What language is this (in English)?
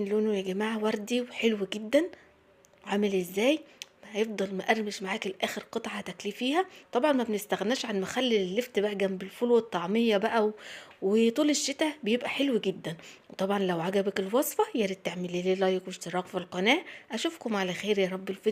Egyptian Arabic